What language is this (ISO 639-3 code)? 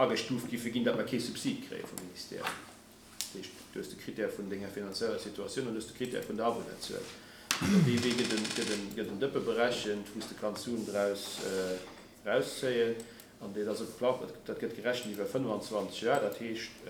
ltz